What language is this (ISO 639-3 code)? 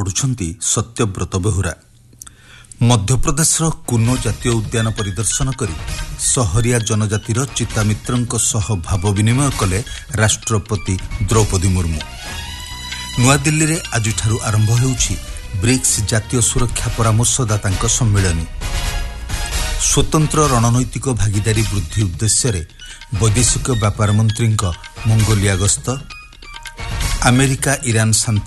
ori